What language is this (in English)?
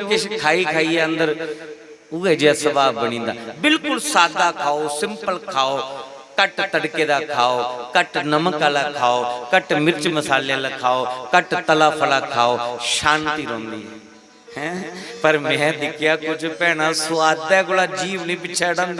Dogri